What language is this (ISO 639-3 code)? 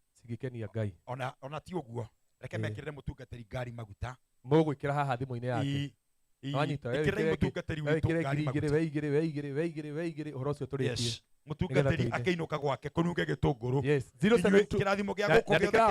kik